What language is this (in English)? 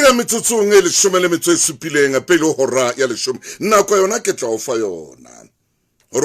Southern Sotho